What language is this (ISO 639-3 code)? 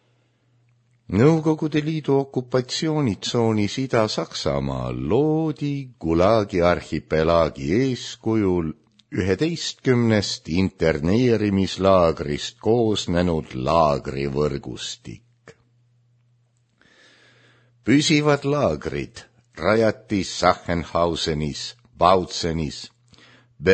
est